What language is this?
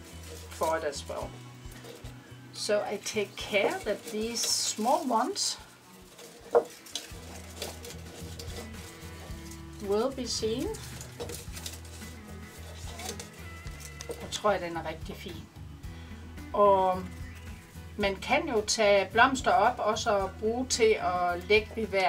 Danish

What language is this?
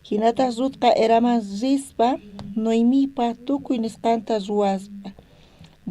South Bolivian Quechua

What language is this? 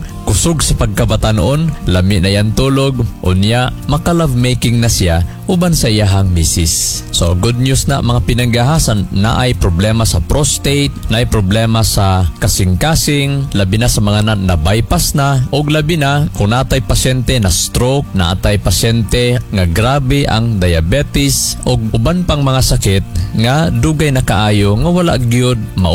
Cebuano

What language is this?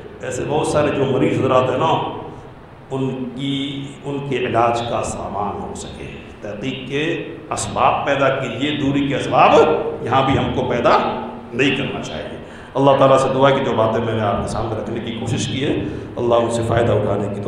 Urdu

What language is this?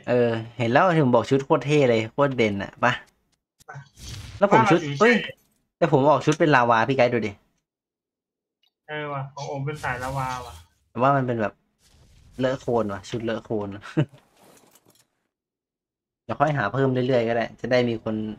Thai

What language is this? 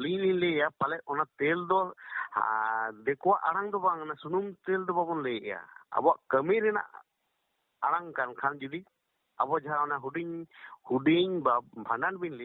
Santali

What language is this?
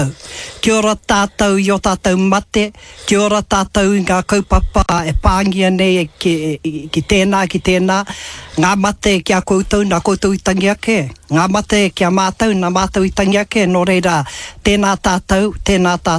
Māori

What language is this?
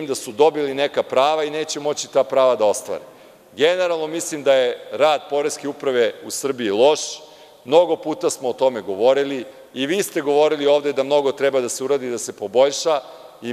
Serbian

